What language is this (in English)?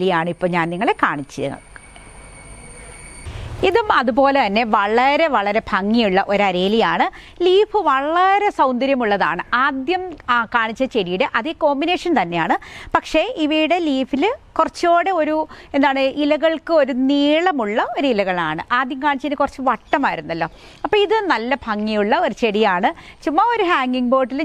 Malayalam